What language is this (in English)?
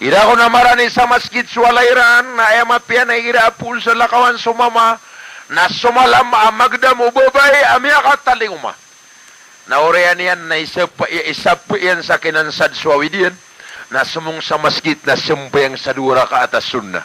Maranao